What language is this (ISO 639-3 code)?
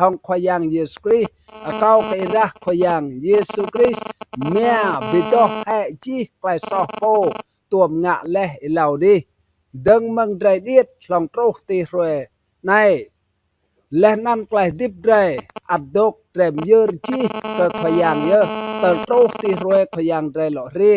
rad